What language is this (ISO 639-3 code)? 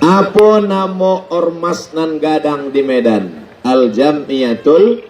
min